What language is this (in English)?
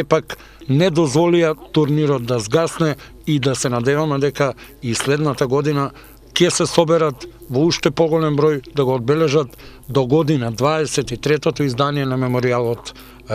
Macedonian